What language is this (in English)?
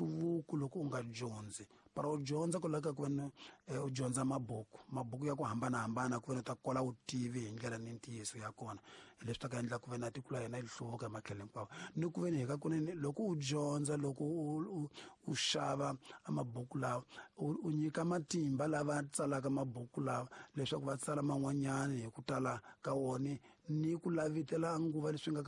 Tsonga